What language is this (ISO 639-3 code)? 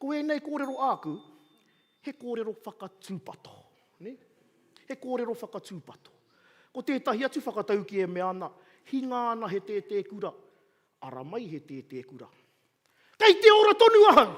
mri